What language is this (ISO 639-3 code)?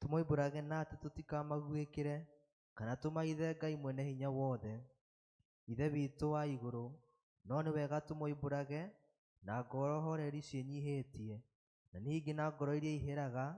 kik